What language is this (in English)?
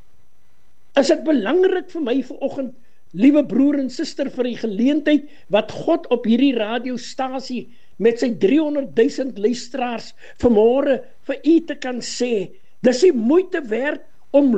Afrikaans